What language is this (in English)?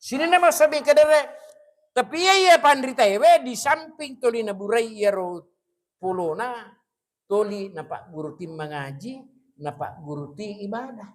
Buginese